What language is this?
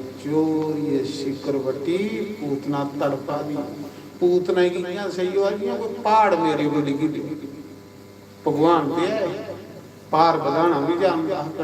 Dogri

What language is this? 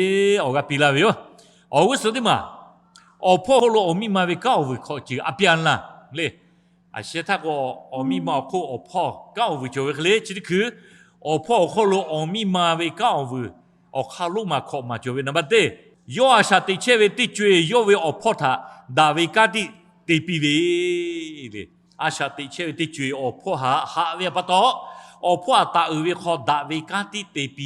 Lahu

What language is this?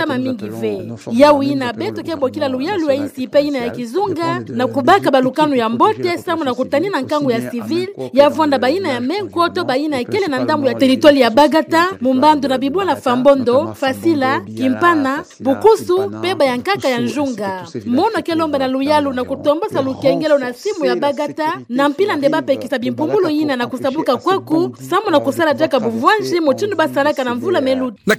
Kituba (Democratic Republic of Congo)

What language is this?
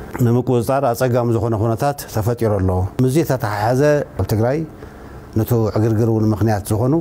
Tigrinya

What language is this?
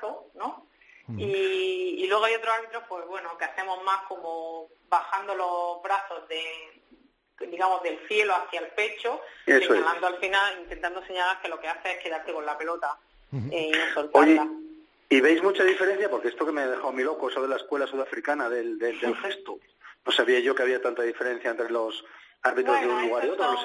Spanish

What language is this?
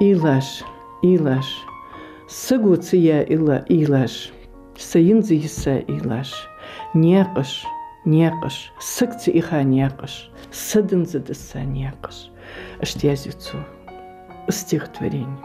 Ingush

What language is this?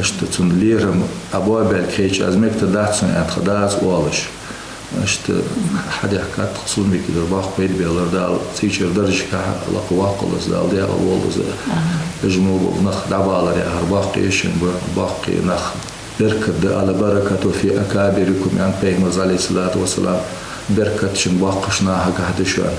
Ingush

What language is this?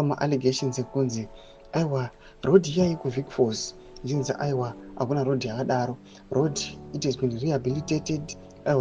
Shona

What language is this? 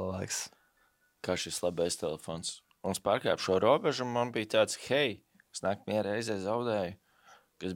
Latvian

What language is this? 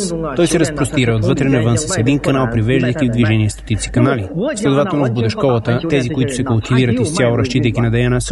Bulgarian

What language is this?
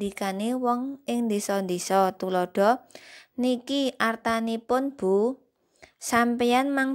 Javanese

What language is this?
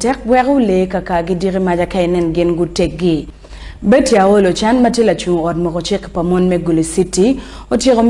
Acoli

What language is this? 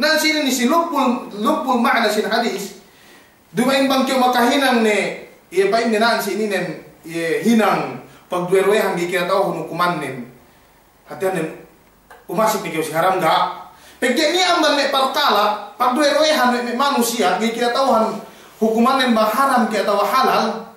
Yakan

